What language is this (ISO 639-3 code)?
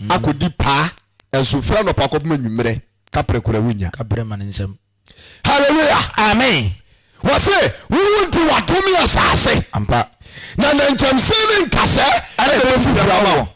aka